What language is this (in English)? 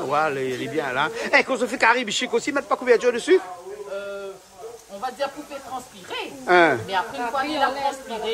Réunion Creole French